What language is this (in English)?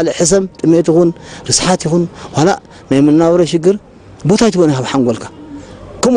Tigrinya